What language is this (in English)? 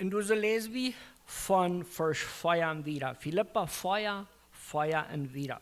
Plautdietsch